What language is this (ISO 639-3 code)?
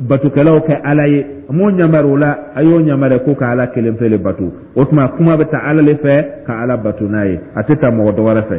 dyu